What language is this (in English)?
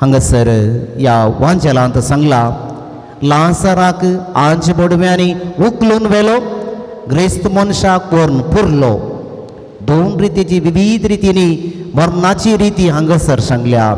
Konkani